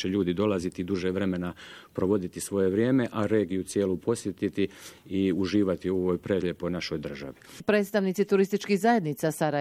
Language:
Bosnian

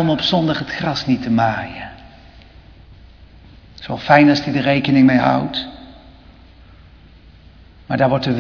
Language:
Dutch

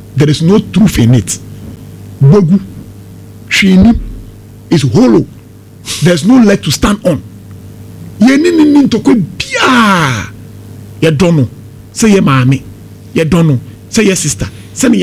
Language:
Akan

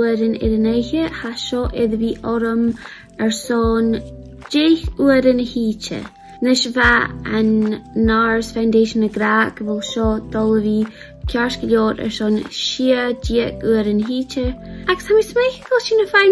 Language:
Scottish Gaelic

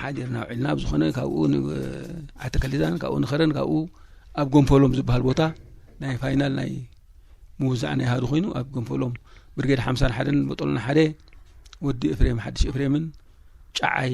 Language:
Tigrinya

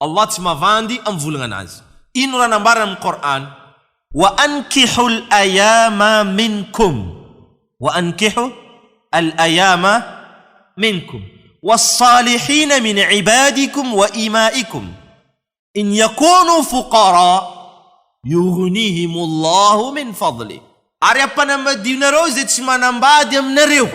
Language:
Malagasy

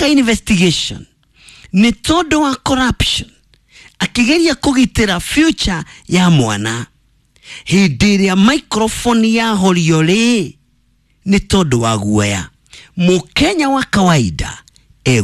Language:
Kikuyu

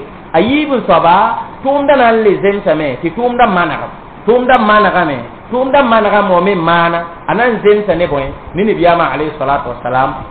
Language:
Mossi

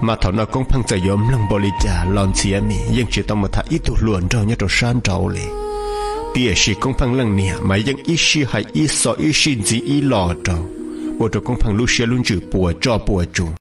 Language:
Hmong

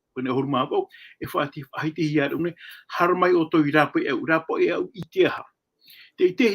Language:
Tahitian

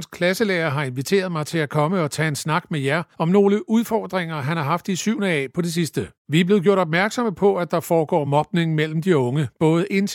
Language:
Danish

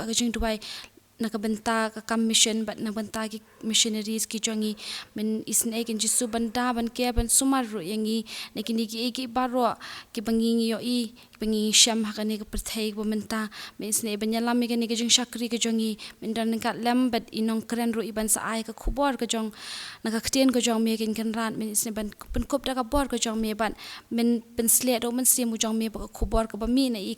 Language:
Khasi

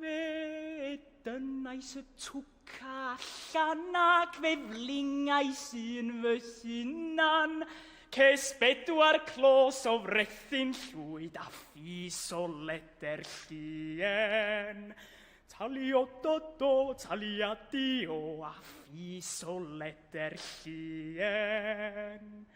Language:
Welsh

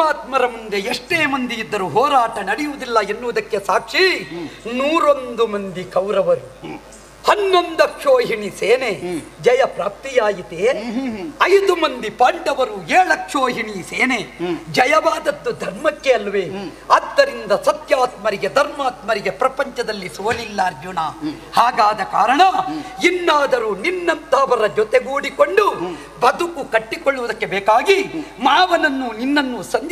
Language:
Kannada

